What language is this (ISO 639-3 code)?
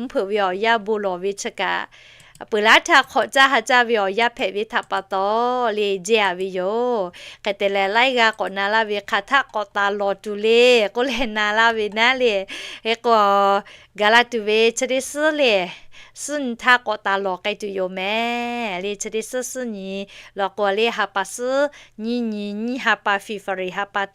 lhu